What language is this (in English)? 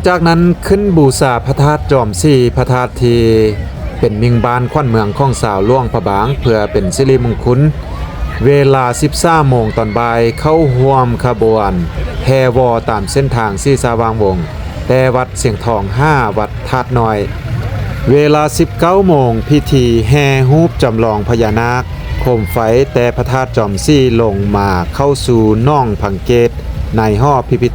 Lao